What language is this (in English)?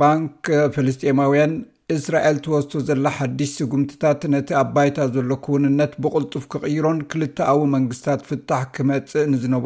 Tigrinya